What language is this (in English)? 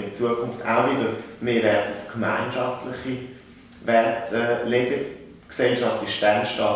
Swiss German